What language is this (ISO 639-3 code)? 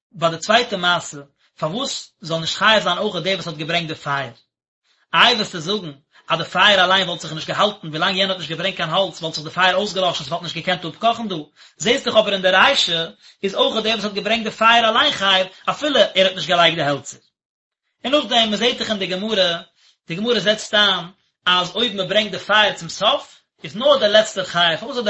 yid